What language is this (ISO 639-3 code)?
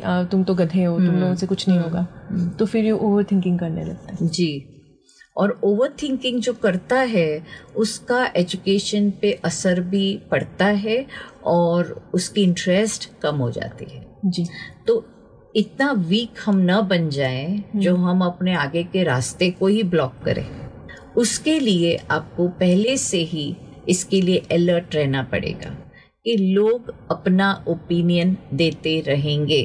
hin